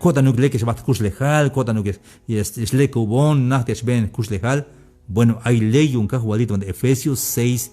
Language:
Tzeltal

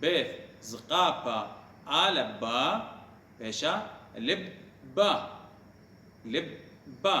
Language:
Assyrian Neo-Aramaic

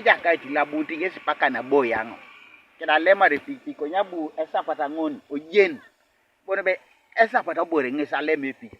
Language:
Teso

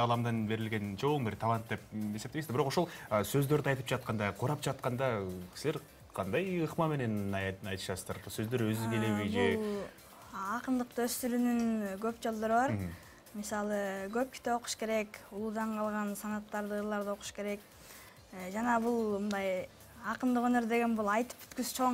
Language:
Kyrgyz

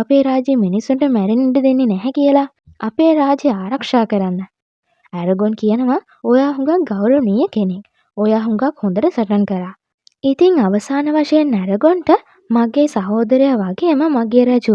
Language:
Sinhala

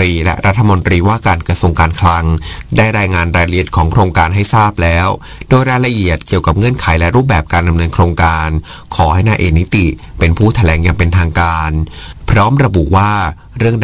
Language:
Thai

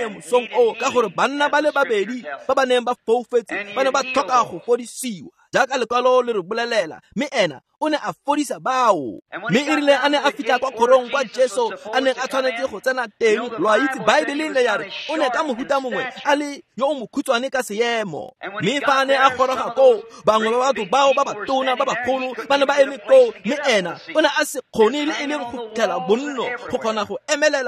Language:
Tswana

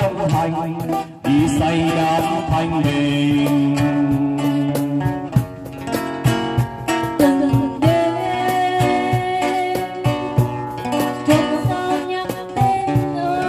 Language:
Vietnamese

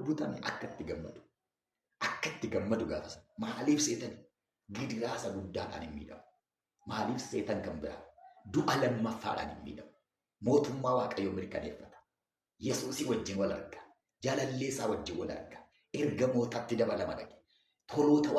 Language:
Oromo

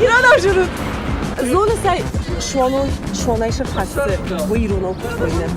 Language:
Ossetic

